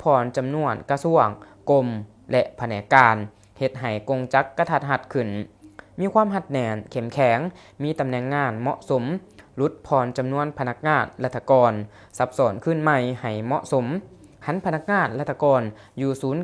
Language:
Lao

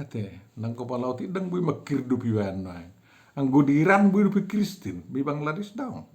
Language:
Batak Toba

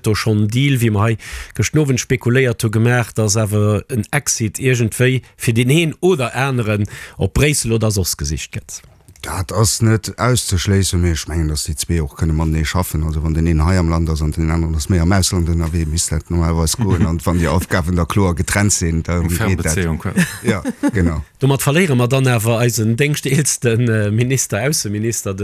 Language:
Luxembourgish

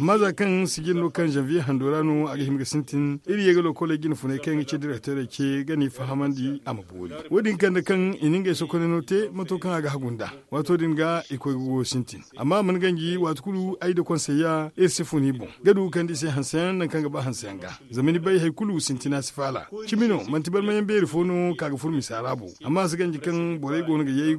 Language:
Zarma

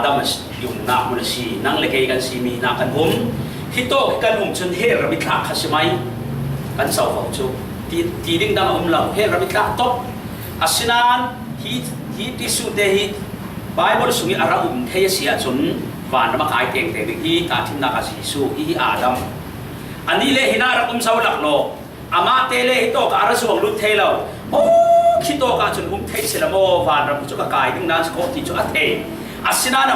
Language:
Falam Chin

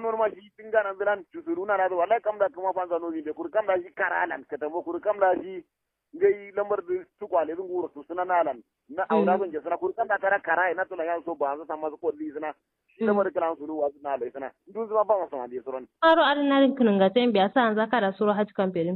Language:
Kanuri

